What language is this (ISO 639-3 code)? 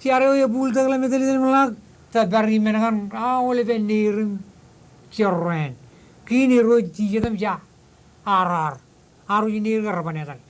mah